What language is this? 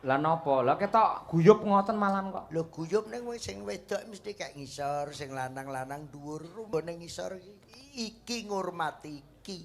Javanese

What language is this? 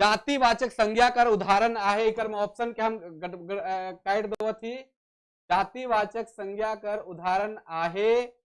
Sadri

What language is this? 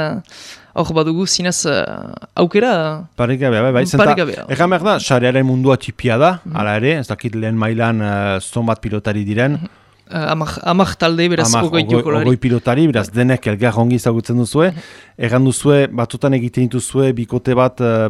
Basque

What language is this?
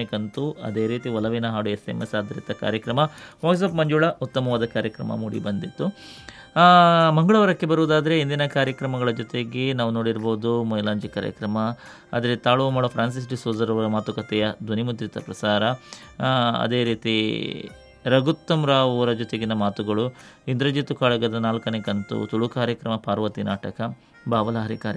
Kannada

